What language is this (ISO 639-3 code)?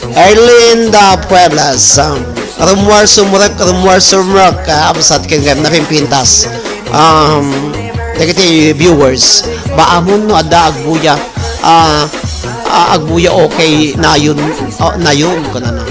ilo